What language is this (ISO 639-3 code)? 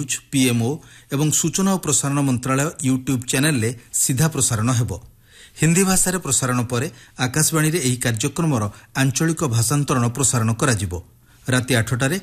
ori